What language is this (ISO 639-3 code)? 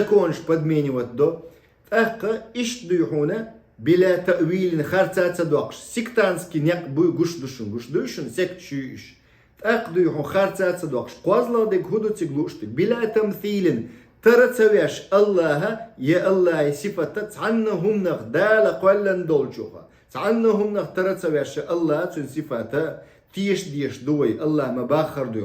che